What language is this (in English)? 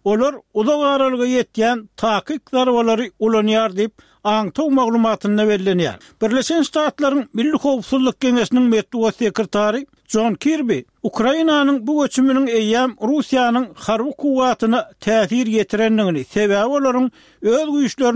Turkmen